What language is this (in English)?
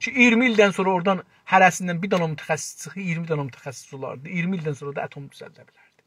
South Azerbaijani